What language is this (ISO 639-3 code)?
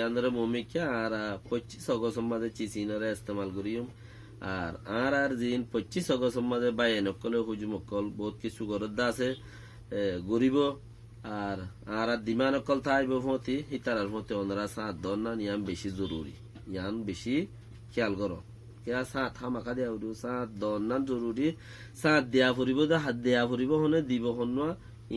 rhg